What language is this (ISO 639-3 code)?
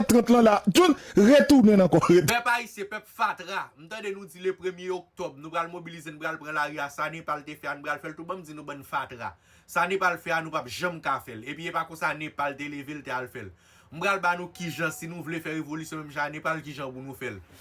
hat